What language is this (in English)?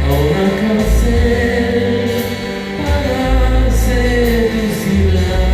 Ladino